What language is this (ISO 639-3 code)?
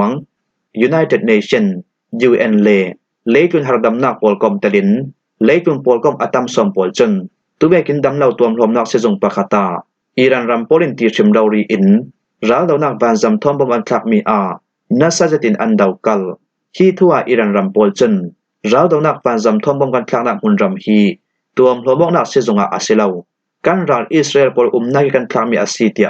cfm